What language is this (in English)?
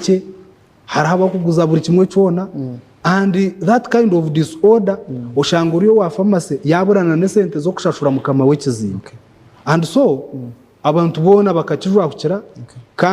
Nyankole